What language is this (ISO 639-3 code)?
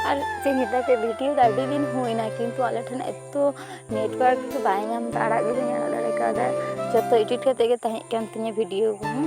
sat